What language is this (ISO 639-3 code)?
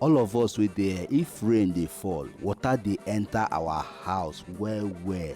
pcm